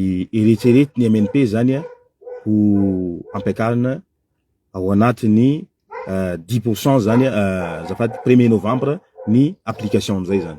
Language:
Malagasy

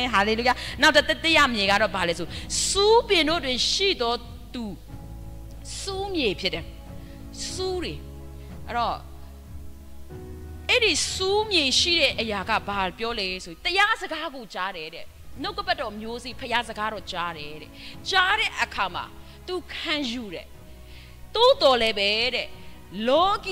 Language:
Burmese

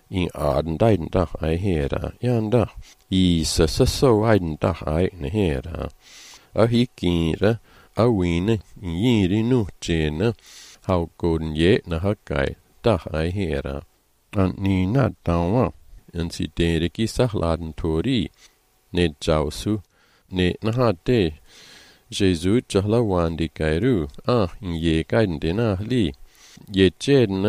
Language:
Malagasy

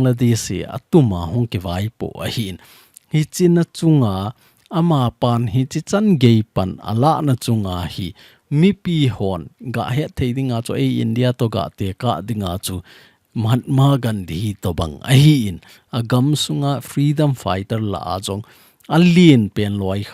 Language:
Thado Chin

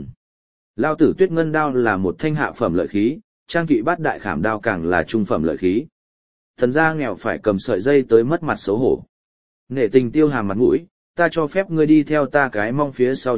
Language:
Vietnamese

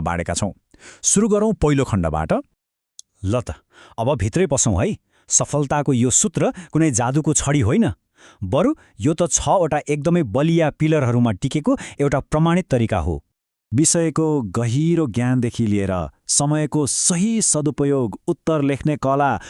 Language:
Nepali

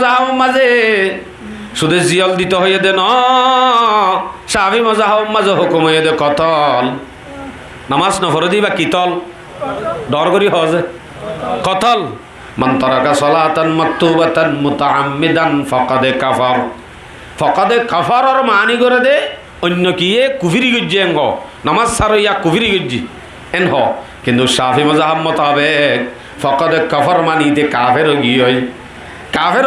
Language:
Rohingya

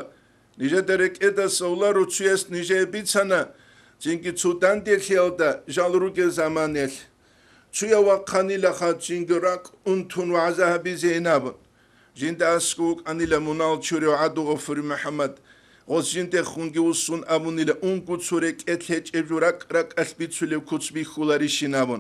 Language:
Avaric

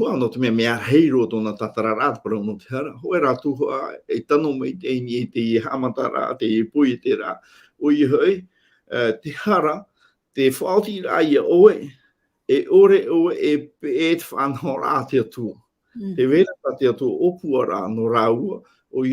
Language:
Tahitian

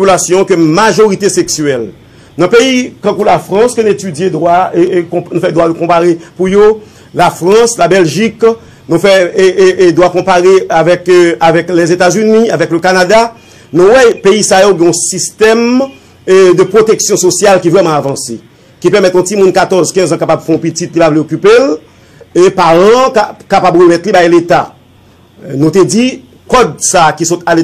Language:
Haitian Creole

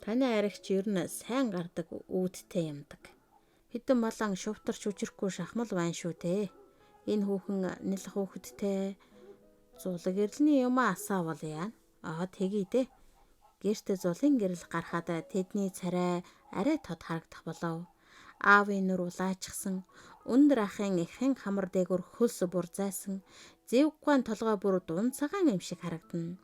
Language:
Mongolian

